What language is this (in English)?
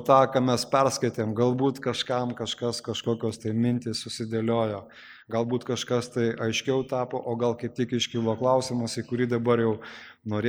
Lithuanian